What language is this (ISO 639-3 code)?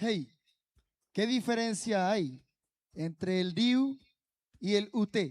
rap